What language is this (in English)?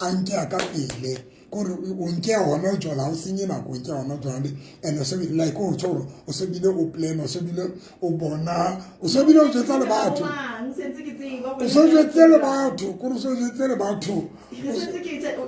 Southern Sotho